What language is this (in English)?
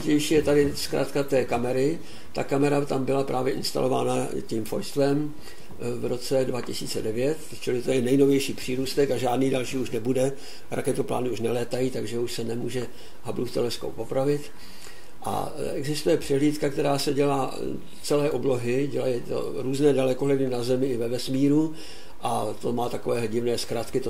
Czech